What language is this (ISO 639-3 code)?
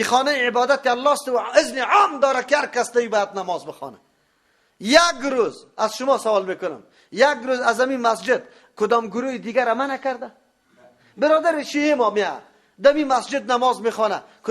fas